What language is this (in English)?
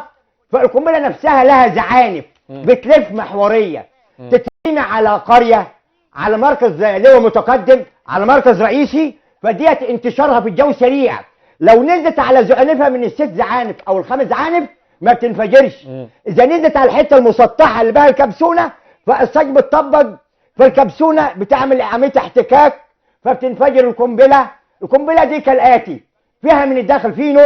Egyptian Arabic